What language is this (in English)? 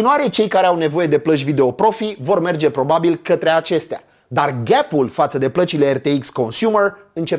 Romanian